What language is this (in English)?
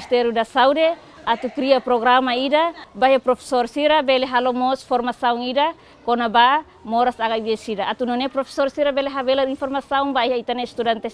Tetum